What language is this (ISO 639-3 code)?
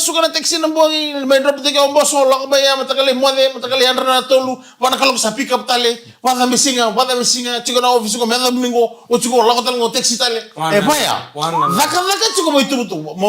fij